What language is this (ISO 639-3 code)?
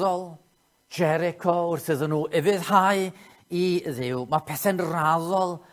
cym